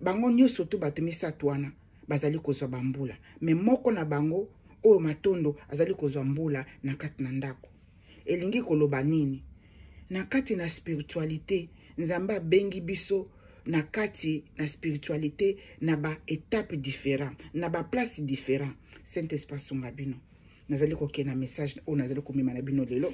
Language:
Lingala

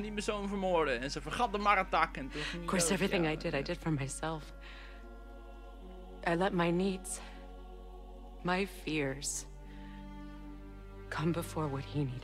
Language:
Dutch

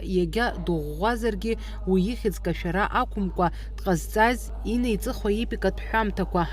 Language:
Abkhazian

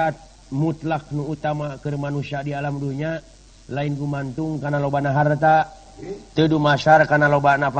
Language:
Sundanese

